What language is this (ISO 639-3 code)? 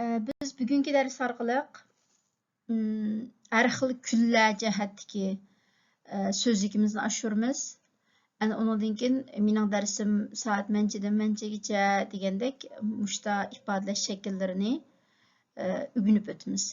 uig